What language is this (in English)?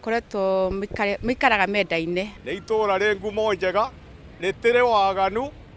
Kikuyu